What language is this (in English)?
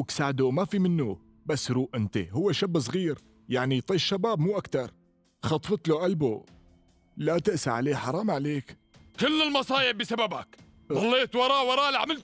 North Levantine Arabic